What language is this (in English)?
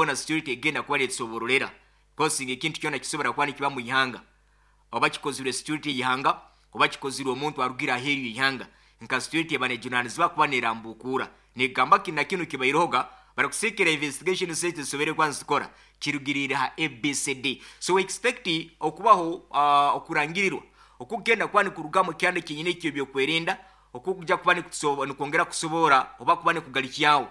Nyoro